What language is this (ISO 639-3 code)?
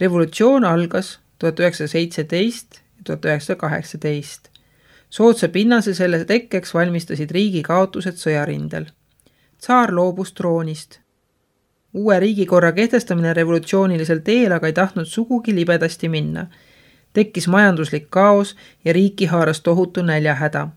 est